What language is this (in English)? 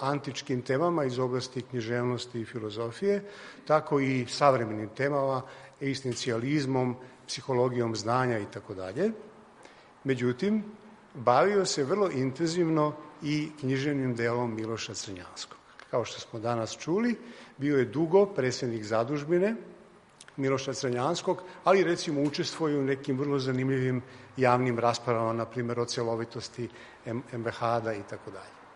Serbian